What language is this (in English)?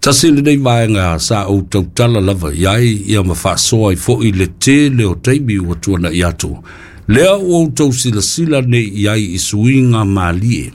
Samoan